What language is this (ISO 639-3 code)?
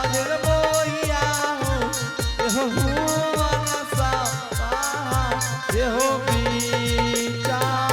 anp